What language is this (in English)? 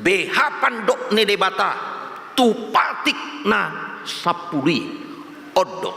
Batak Toba